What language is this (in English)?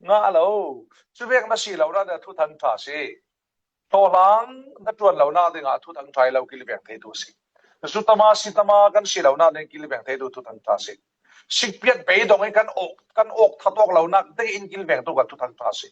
Falam Chin